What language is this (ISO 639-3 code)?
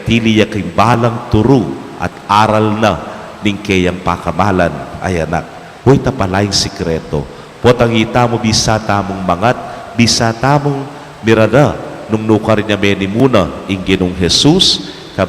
pam